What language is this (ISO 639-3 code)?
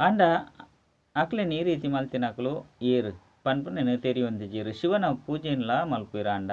tcy